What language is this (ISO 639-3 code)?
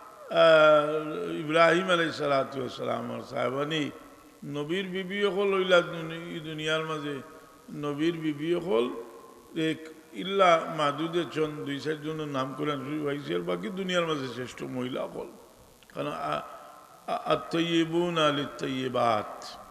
syl